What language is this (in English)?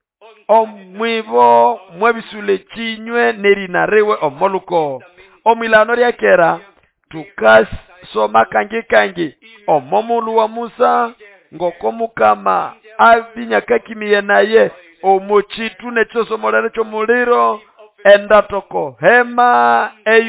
Nande